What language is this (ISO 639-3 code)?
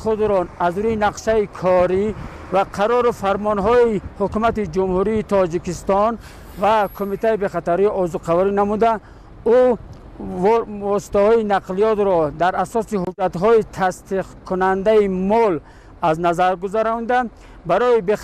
tgk